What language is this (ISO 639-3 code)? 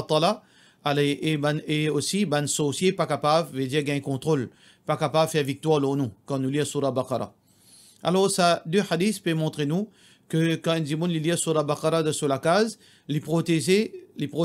mfe